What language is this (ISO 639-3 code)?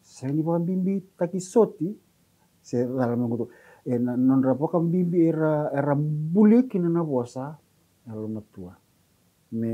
fij